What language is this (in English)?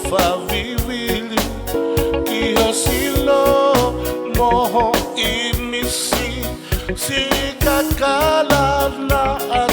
Tongan